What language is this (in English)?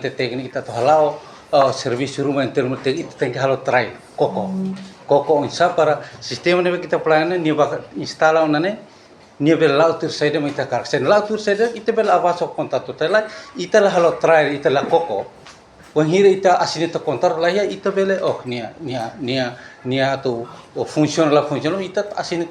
Tetum